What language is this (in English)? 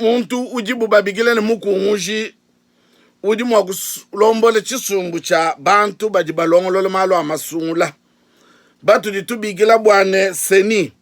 Luba-Lulua